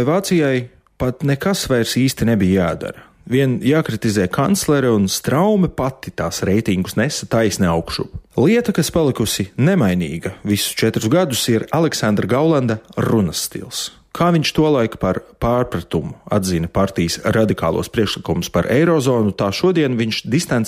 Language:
Latvian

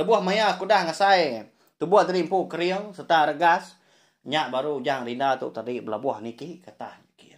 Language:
Iban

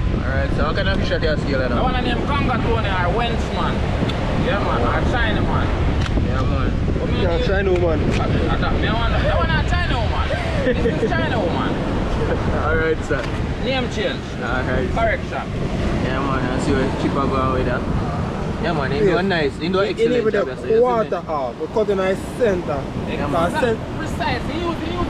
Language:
Jamaican Creole English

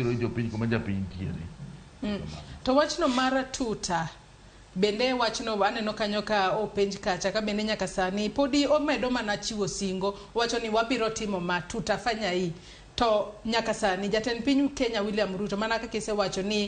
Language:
Luo (Kenya and Tanzania)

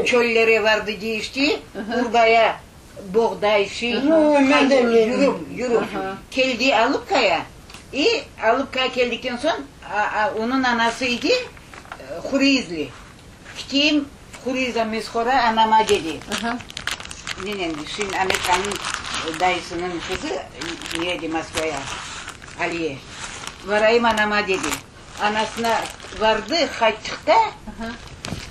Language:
Crimean Tatar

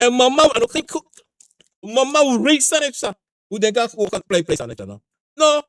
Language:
Sranan Tongo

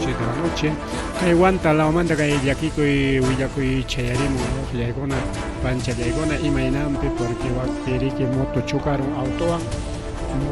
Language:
Ayacucho Quechua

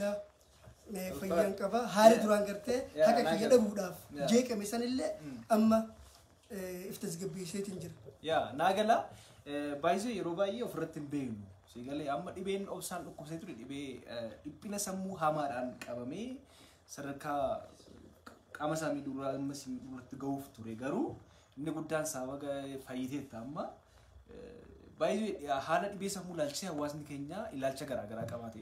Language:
Oromo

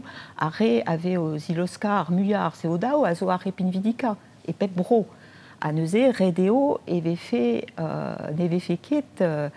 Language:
Breton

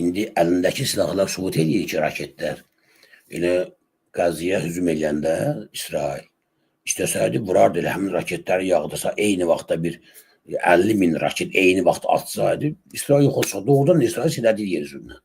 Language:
Azerbaijani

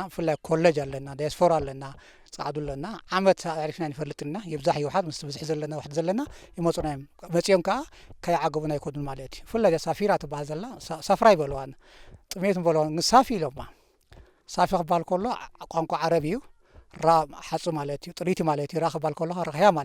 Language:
Tigrinya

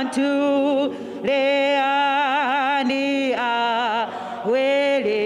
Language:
Venda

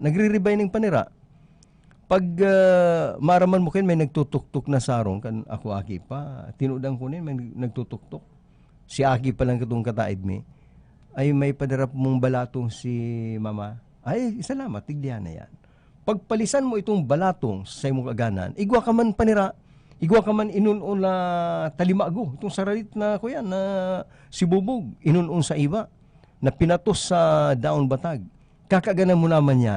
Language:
Bikol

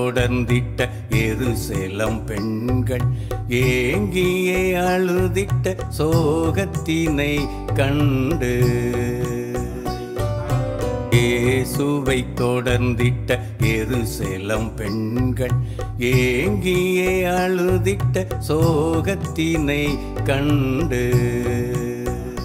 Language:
Tamil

